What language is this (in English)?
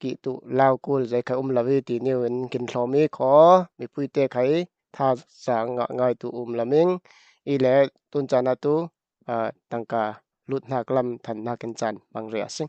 Falam Chin